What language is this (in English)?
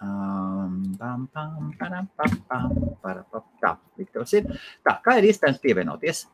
Latvian